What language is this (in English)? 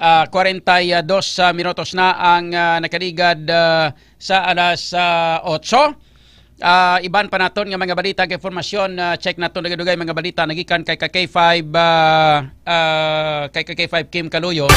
Hiligaynon